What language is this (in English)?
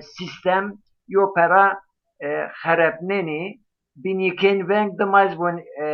Zaza